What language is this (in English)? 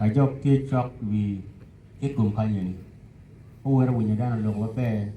Acoli